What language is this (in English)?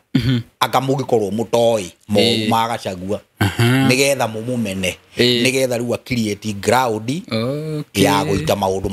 Kikuyu